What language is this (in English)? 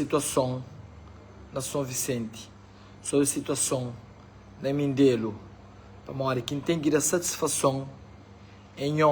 Kabuverdianu